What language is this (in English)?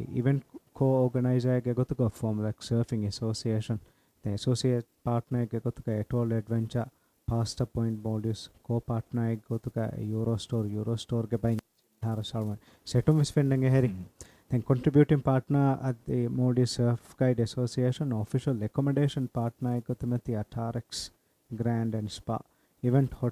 Divehi